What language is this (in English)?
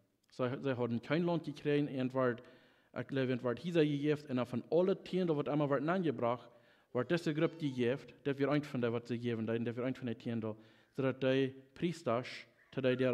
Plautdietsch